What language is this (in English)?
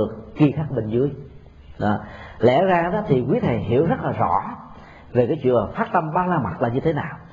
Vietnamese